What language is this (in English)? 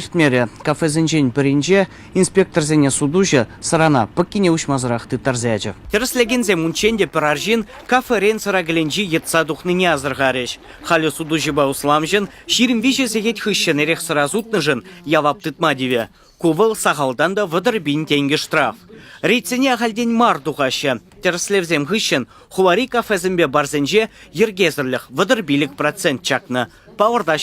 Chuvash